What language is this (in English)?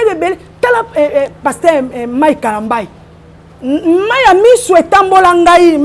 Lingala